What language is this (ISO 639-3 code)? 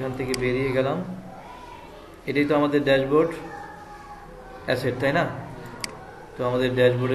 ben